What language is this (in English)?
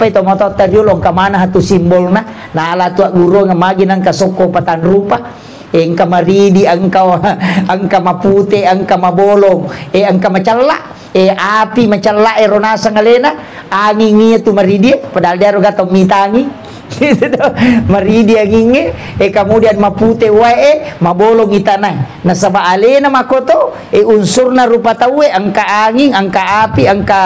Buginese